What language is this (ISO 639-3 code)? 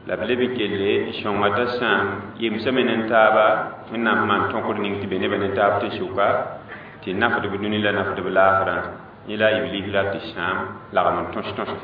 mos